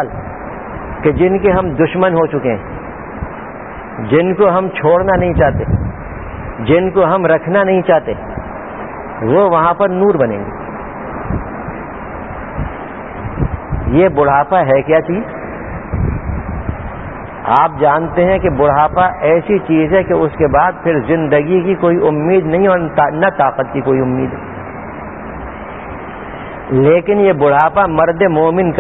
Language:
Urdu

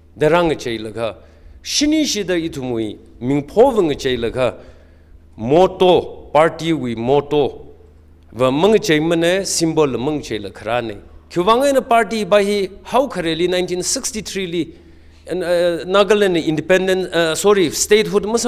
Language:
Tangkhul Naga (India)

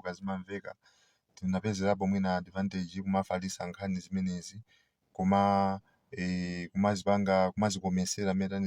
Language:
Nyanja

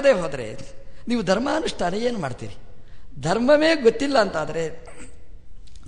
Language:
Kannada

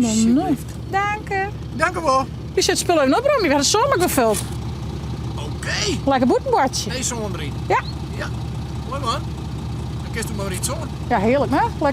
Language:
Western Frisian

